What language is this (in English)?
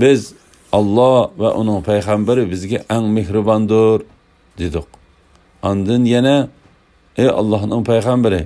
Uyghur